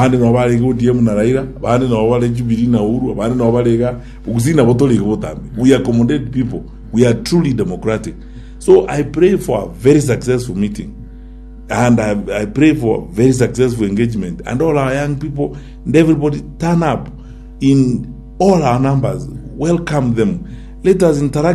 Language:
Gusii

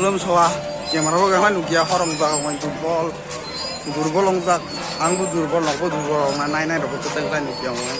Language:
Kok Borok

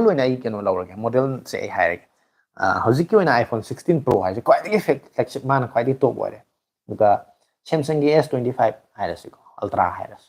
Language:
Manipuri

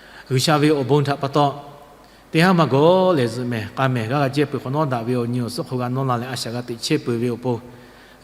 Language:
Lahu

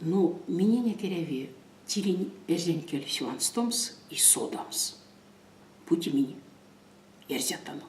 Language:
Erzya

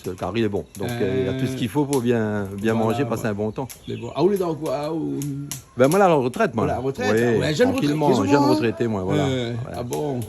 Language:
Réunion Creole French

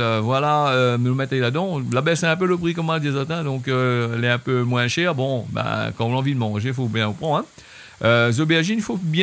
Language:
Réunion Creole French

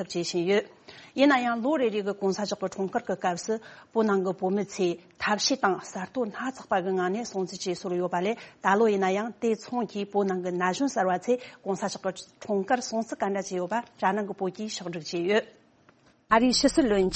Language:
Tibetan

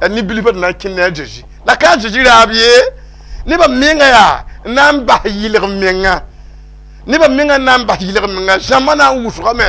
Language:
Mossi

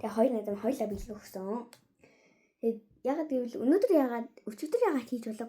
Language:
Mongolian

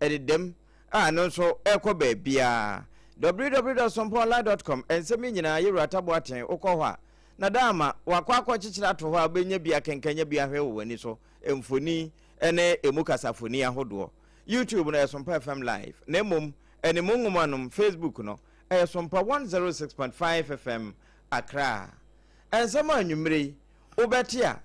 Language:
Akan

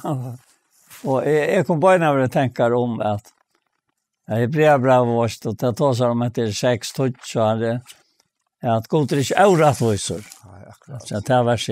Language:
Faroese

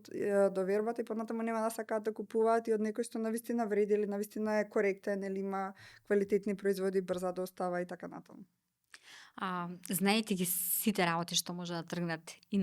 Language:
Macedonian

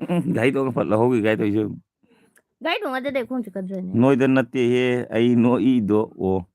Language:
Manipuri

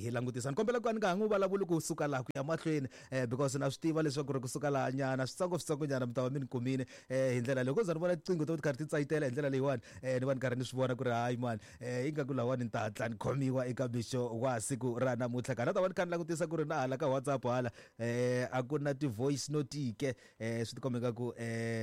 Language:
Tsonga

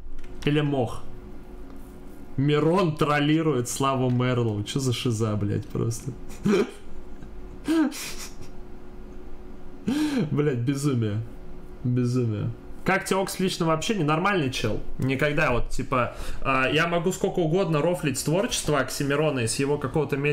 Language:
Russian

